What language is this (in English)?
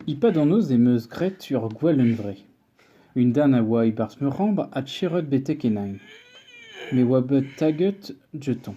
Breton